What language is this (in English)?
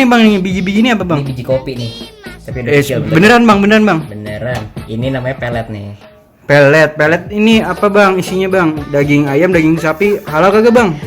Betawi